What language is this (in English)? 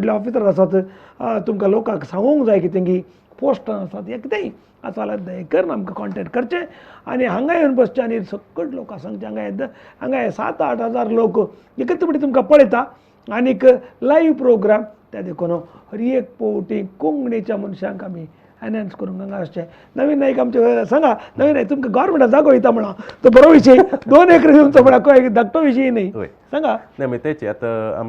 Konkani